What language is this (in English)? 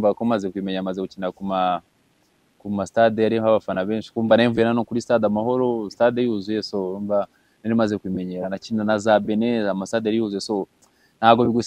Kinyarwanda